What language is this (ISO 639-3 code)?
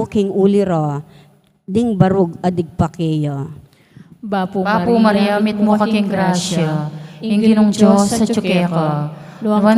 pam